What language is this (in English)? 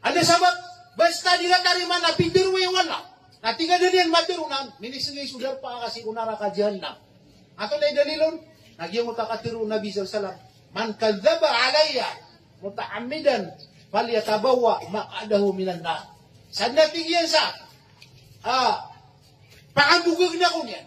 Maranao